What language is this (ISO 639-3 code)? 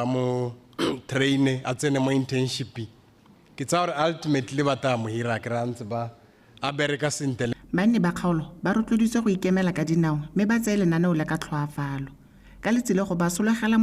tsn